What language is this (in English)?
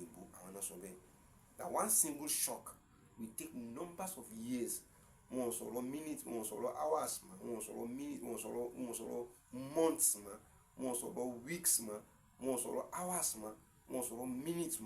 Yoruba